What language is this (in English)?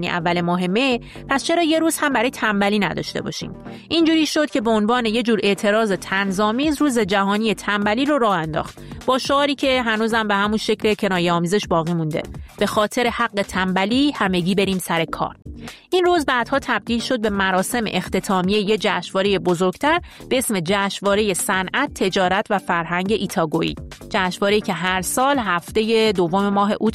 Persian